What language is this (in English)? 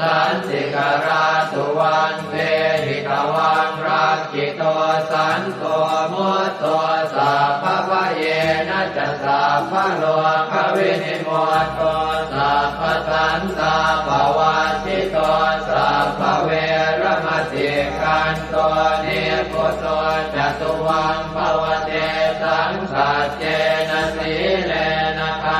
Pali